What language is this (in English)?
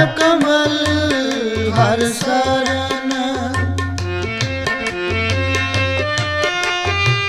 Punjabi